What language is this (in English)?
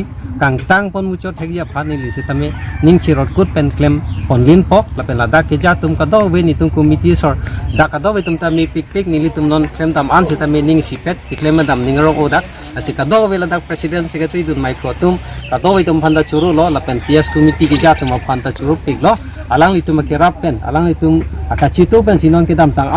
Karbi